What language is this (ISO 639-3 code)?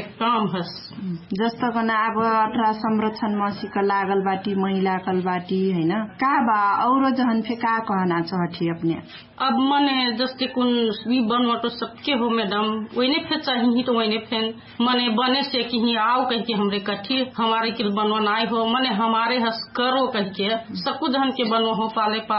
thl